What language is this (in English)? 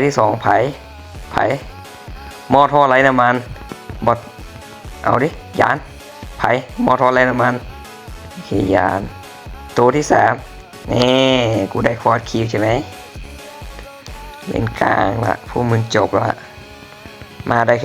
Lao